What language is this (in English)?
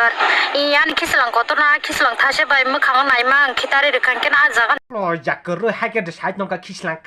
Kok Borok